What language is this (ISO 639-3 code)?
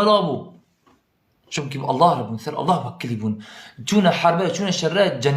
kur